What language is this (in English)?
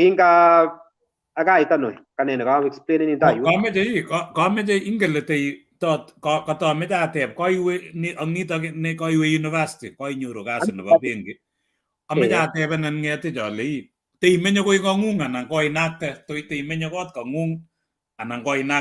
Kalenjin